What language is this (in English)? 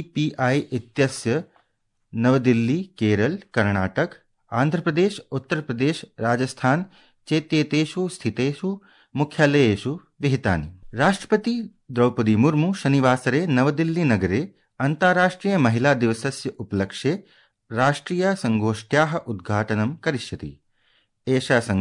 Sanskrit